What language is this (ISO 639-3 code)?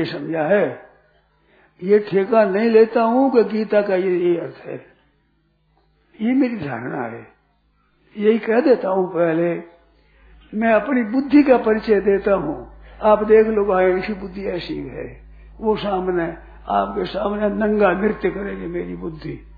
hin